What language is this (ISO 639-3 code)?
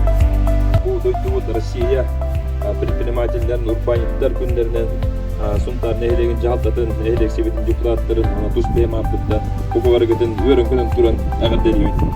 sah